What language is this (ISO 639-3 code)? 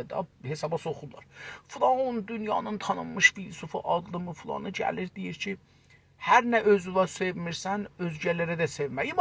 azb